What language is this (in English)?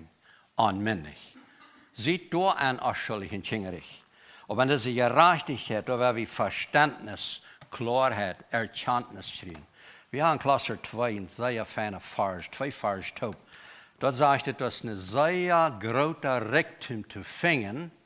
Plautdietsch